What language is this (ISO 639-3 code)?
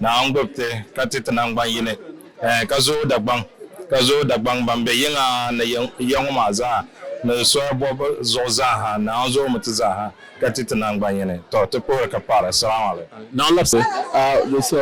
dag